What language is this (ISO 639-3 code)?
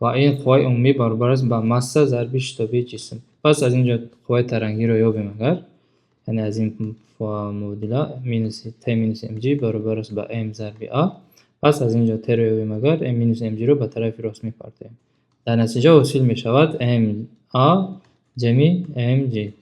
tgk